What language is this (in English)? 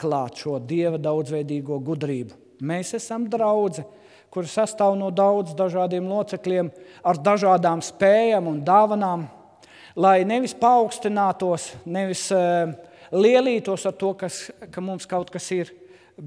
Latvian